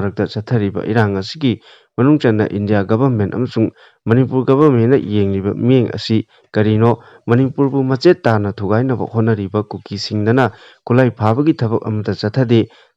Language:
Manipuri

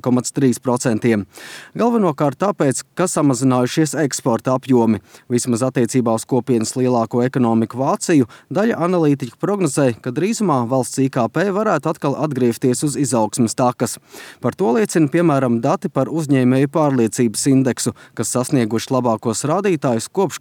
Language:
Latvian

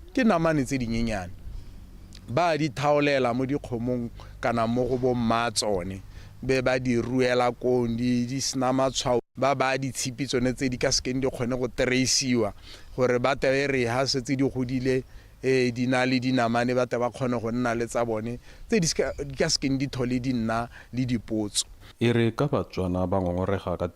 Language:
Tswana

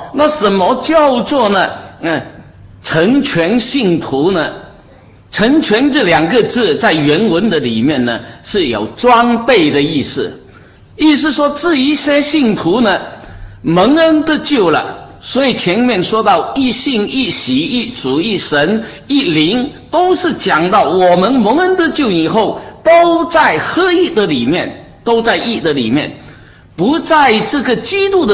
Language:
Chinese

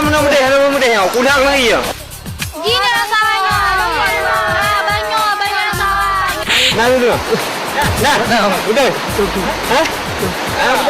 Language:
Achinese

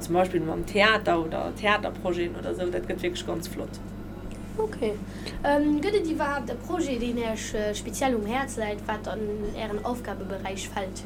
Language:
Luxembourgish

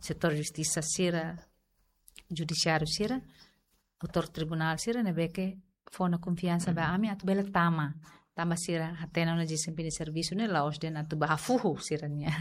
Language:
Tetum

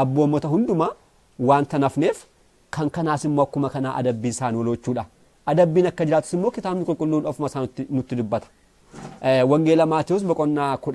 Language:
Oromo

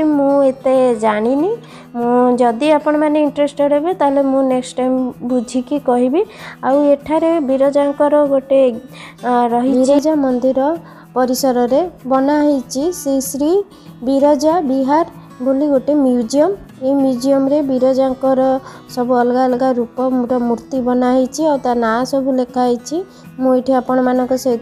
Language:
Odia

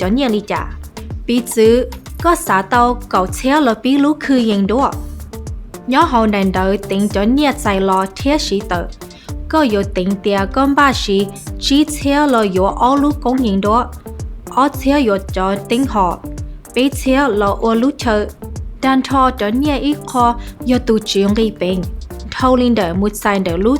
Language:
Hmong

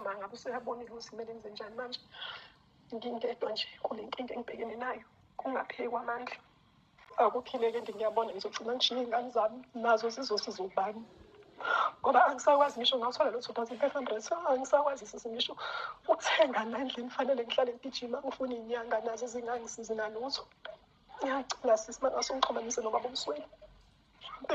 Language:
Zulu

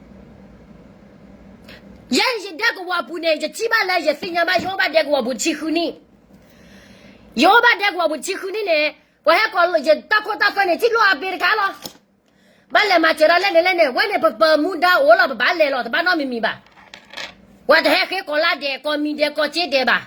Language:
S'gaw Karen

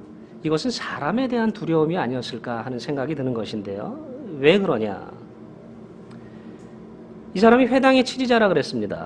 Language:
Korean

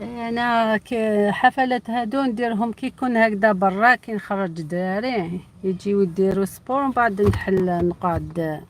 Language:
Algerian Arabic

